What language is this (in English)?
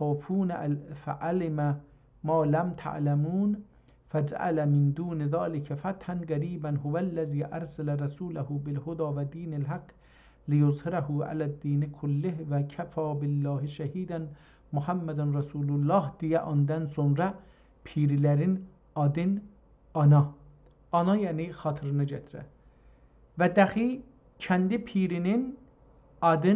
South Azerbaijani